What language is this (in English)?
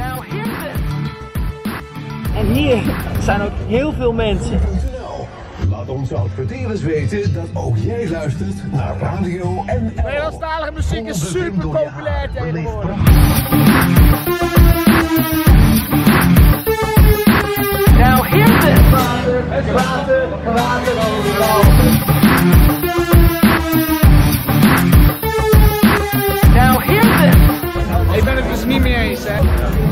Dutch